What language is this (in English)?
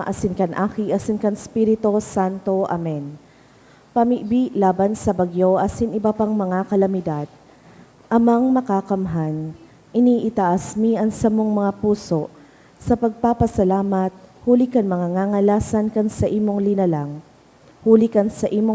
Bikol